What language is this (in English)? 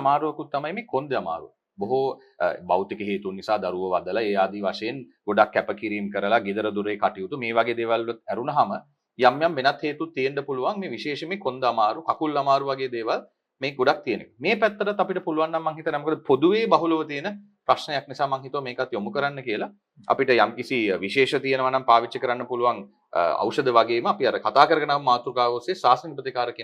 Sinhala